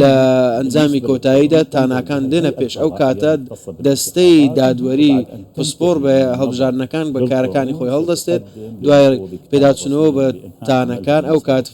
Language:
Central Kurdish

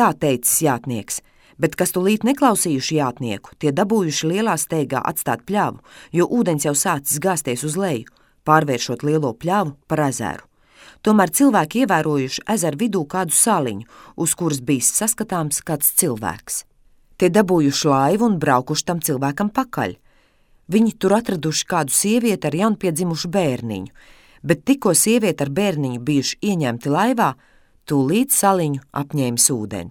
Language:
Latvian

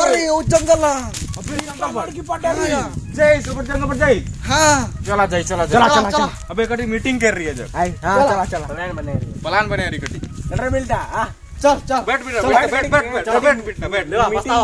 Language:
Chhattisgarhi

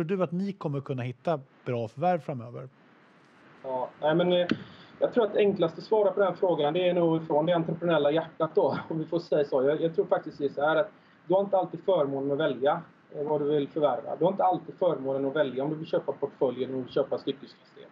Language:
Swedish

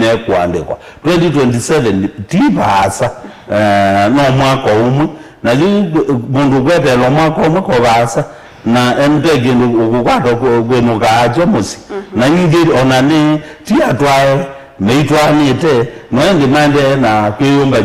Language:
Kamba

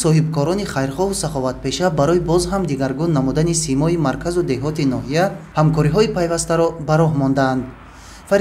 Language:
Tajik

